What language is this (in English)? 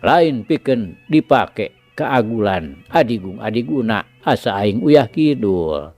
Sundanese